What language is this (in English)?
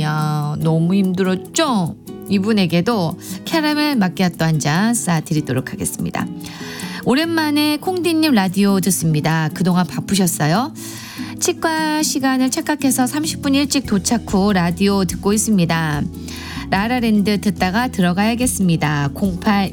Korean